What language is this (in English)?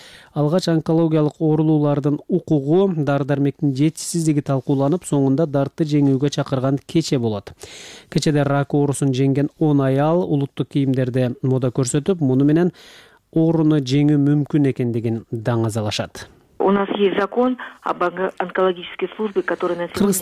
Kyrgyz